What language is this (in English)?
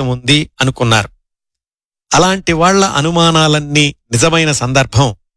Telugu